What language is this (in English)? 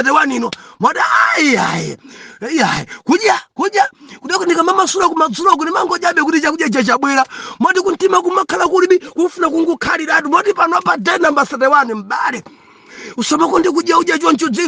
Nyanja